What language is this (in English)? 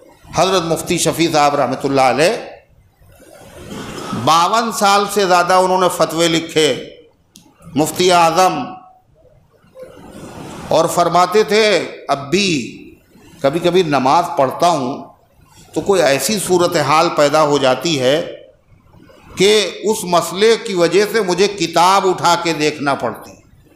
Urdu